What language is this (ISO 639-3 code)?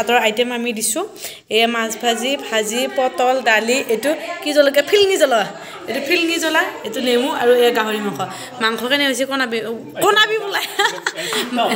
asm